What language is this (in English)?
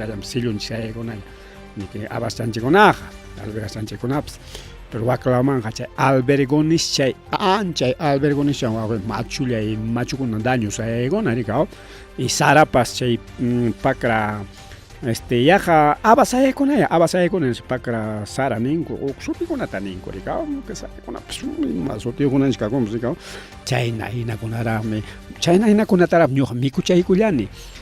Ayacucho Quechua